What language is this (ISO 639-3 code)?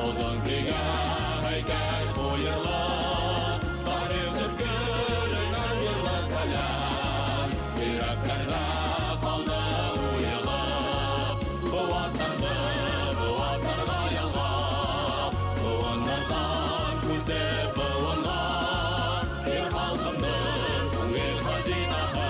bak